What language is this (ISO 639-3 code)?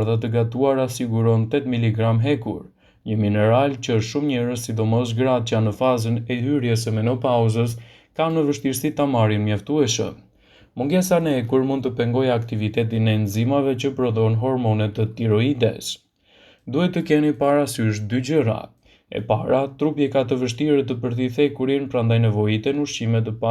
sqi